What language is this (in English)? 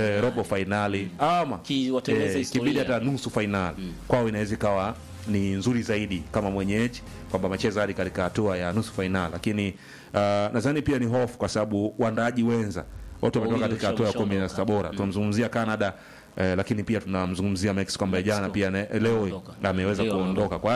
Swahili